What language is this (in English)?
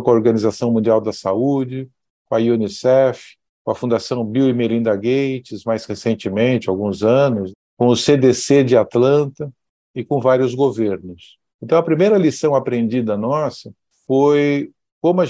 Portuguese